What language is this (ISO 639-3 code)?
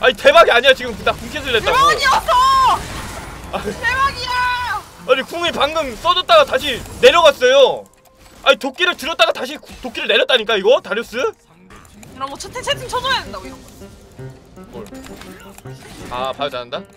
kor